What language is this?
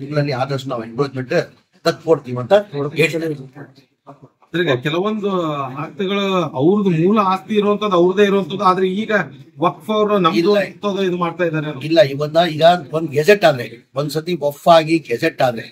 Kannada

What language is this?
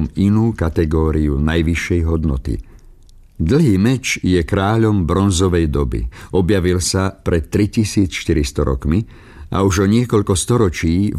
Slovak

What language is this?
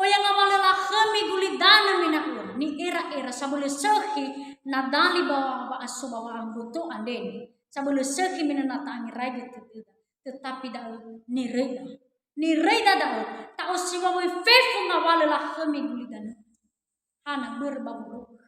Nias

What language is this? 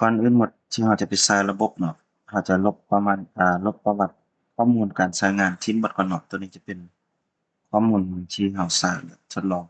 Lao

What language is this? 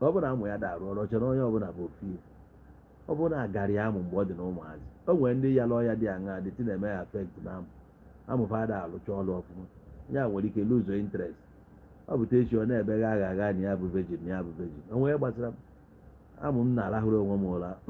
Igbo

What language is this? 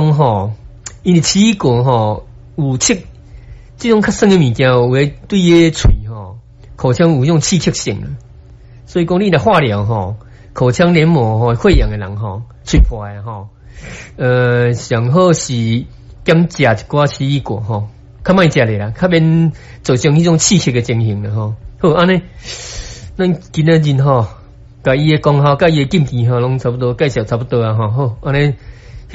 Min Nan Chinese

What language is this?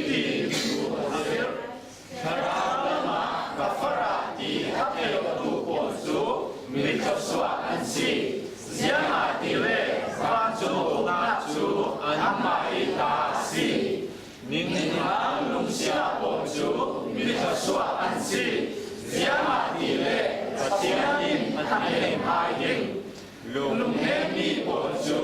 Falam Chin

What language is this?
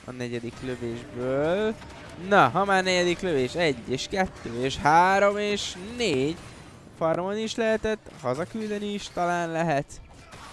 Hungarian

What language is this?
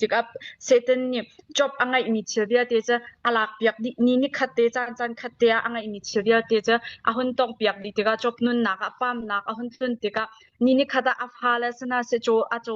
Hakha Chin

